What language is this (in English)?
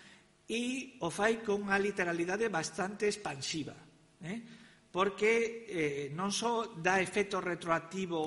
Galician